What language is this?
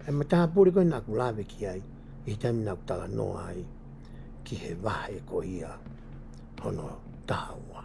Tongan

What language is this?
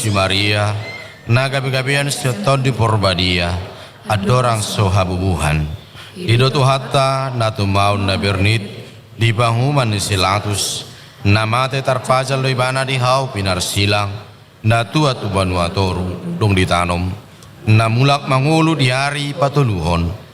Batak Toba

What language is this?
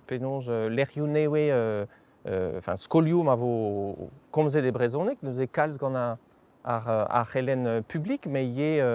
Breton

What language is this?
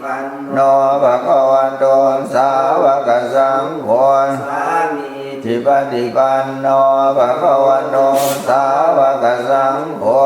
Pali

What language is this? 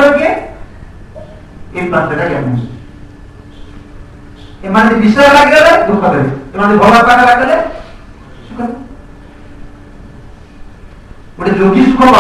Odia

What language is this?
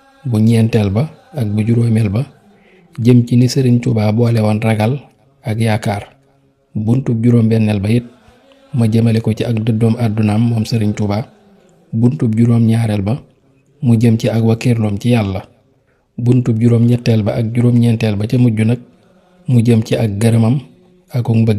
Wolof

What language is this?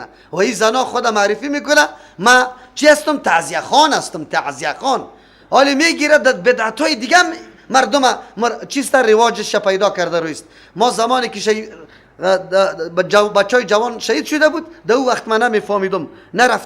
Persian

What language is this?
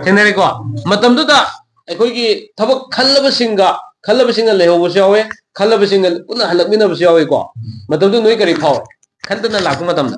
Manipuri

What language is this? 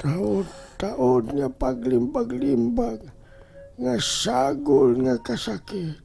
Cebuano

